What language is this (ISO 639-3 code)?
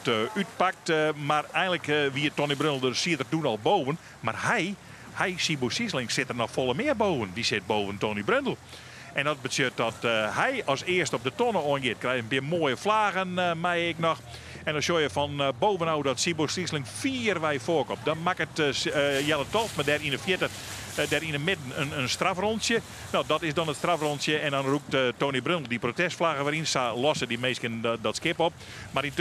fry